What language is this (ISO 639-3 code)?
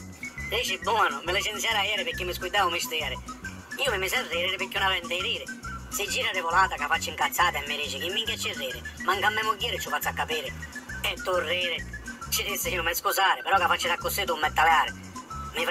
scn